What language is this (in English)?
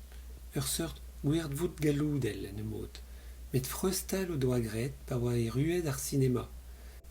Breton